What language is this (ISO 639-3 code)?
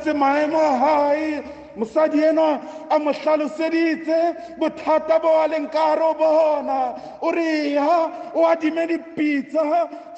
sot